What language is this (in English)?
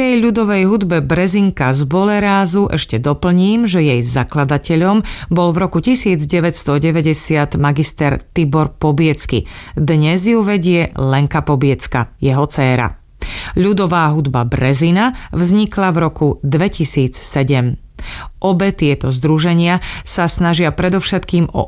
Slovak